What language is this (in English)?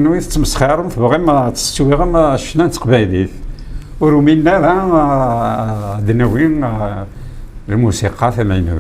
Kabyle